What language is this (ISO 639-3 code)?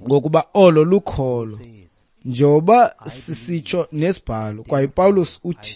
xho